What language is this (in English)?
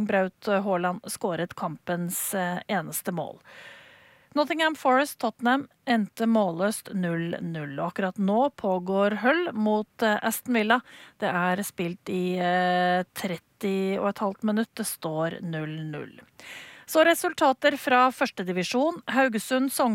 Norwegian